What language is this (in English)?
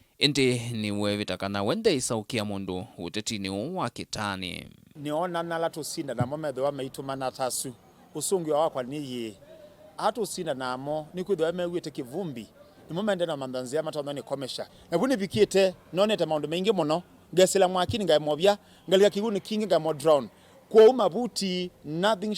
Kamba